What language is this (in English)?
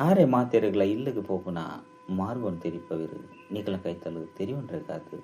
Tulu